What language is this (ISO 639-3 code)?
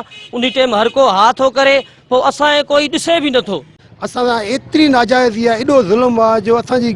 snd